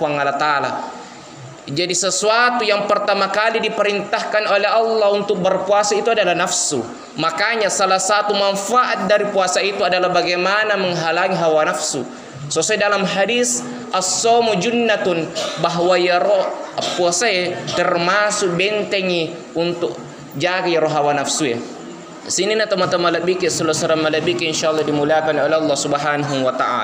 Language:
Buginese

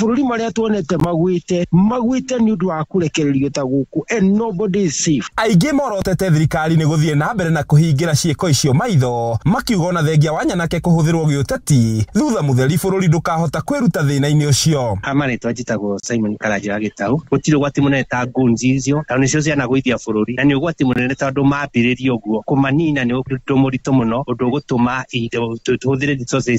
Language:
Kikuyu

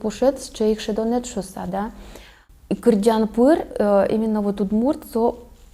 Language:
Udmurt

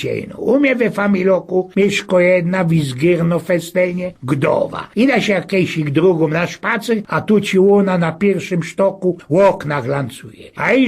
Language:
Silesian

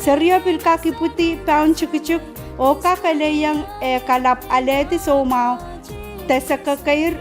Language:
Pohnpeian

